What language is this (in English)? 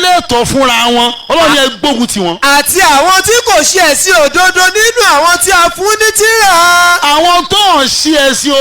Yoruba